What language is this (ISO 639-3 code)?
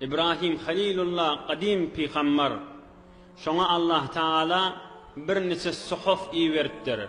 tuk